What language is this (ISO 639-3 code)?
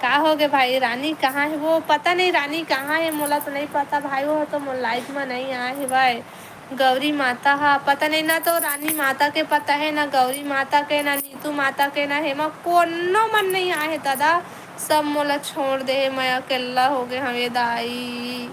hne